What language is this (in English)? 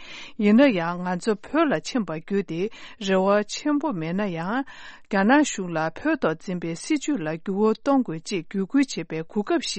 Tibetan